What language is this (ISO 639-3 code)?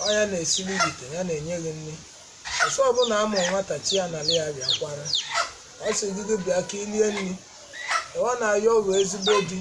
ibo